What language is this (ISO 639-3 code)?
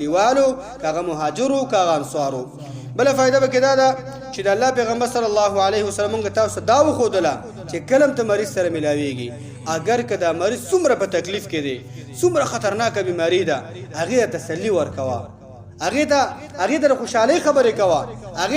pus